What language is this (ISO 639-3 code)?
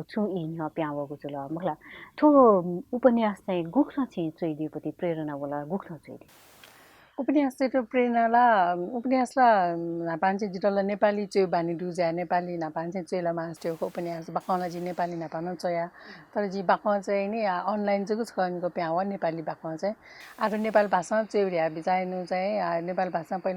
new